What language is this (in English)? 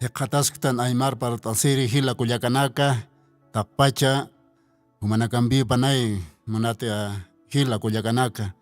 Aymara